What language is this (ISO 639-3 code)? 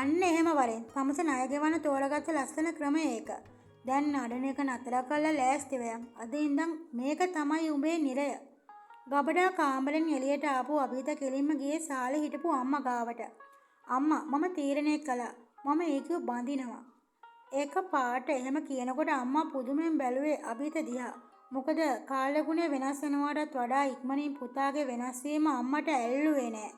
sin